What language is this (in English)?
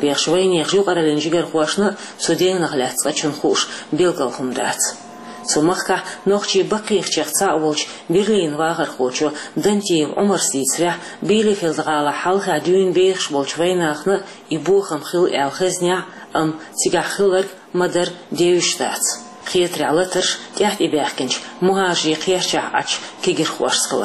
Chechen